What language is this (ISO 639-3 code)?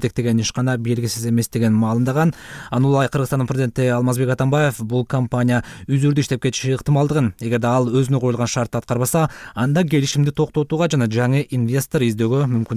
kir